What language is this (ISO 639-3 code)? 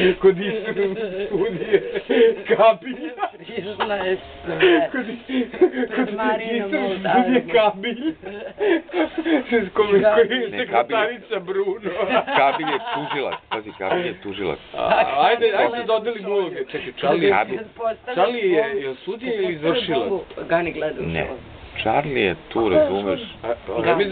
srp